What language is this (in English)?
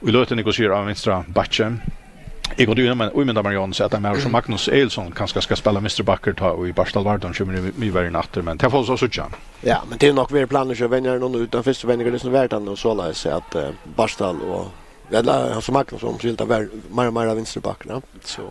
Faroese